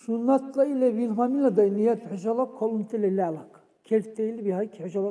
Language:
Dargwa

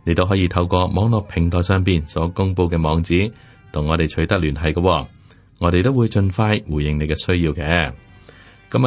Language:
Cantonese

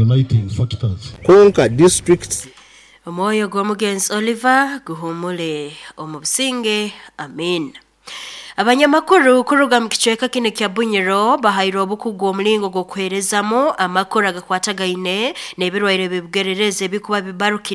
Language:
Nyankole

